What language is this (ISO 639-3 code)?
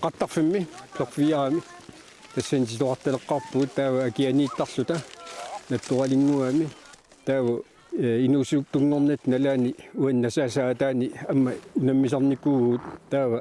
kal